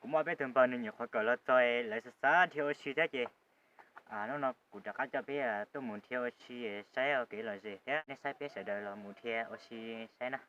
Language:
Hmong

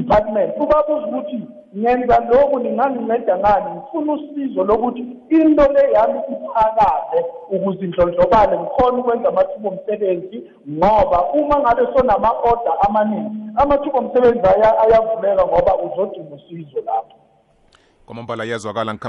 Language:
South Ndebele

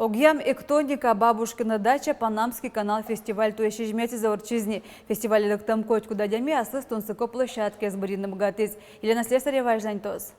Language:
Udmurt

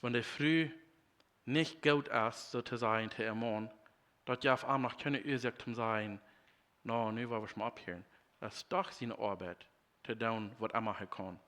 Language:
Plautdietsch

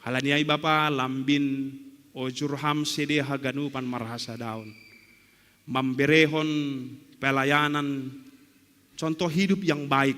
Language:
Batak Simalungun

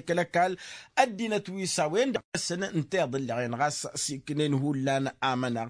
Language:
Tamasheq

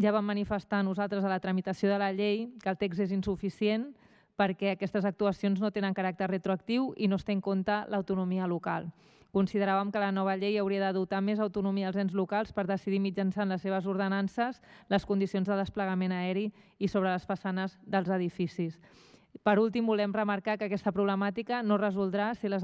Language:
Catalan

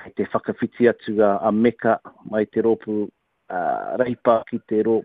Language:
Māori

